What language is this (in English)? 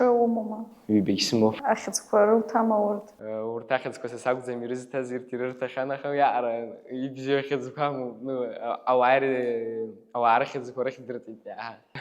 Abkhazian